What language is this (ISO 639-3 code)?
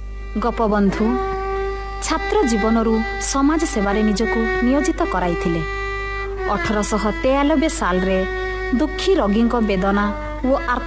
ori